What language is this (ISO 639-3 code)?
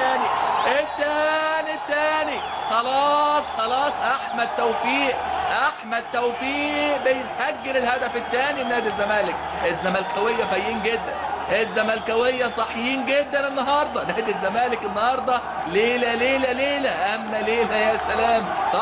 arz